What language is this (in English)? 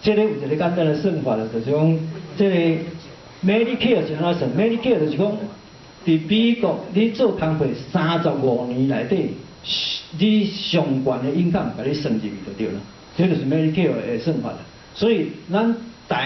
Min Nan Chinese